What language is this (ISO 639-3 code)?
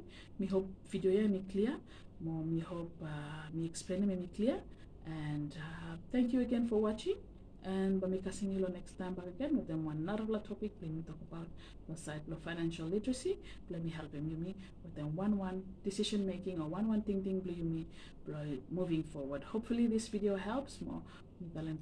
bis